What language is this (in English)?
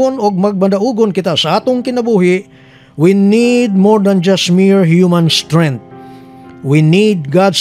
Cebuano